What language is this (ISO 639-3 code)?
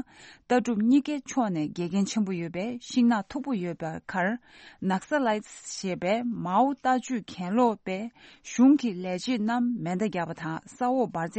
bod